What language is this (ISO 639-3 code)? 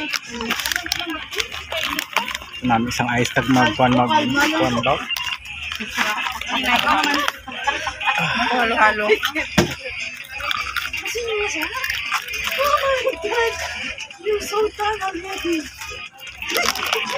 fil